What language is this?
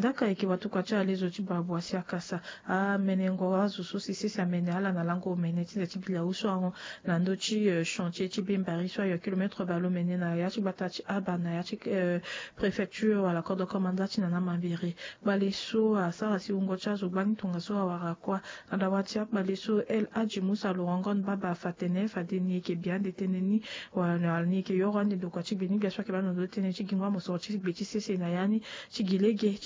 Sango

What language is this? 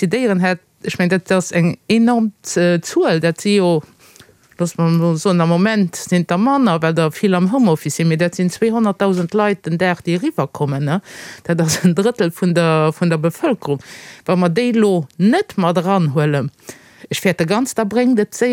Luxembourgish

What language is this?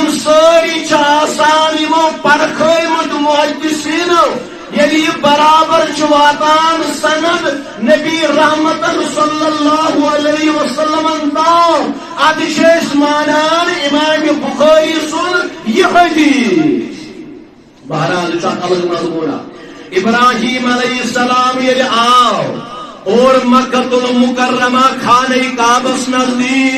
Kashmiri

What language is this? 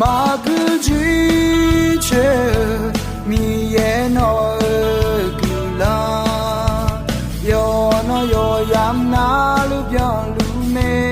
Akha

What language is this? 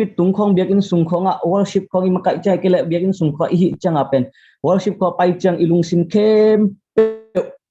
Tedim Chin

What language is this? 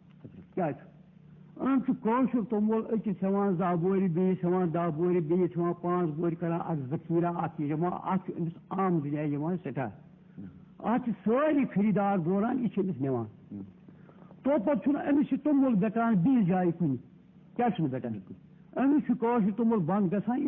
Kashmiri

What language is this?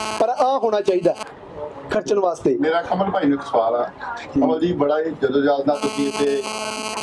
Punjabi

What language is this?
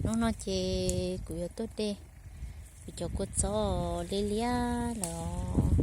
Hmong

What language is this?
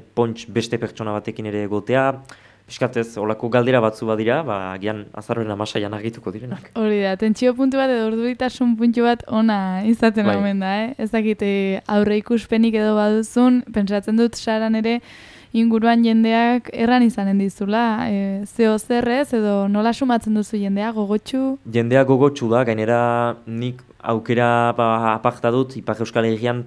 Basque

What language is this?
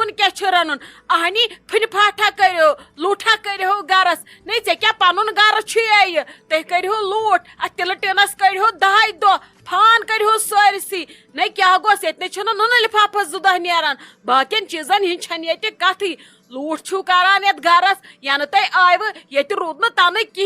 Kashmiri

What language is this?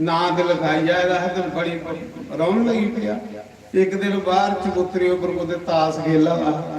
Dogri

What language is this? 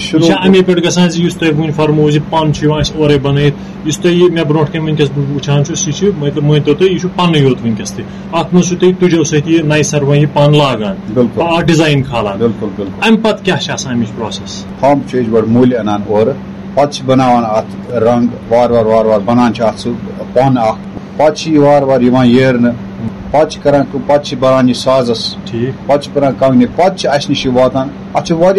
Kashmiri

